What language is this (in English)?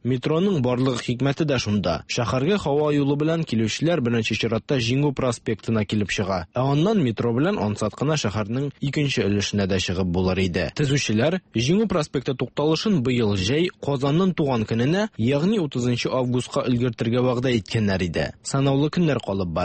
Tatar